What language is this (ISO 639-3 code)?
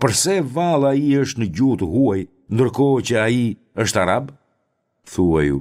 sqi